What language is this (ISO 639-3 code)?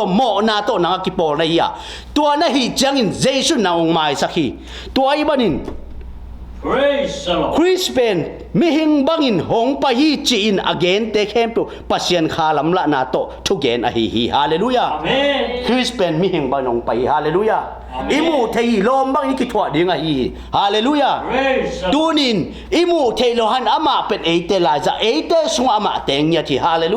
ctd